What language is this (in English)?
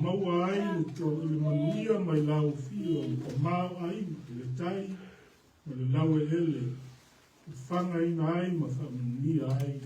Samoan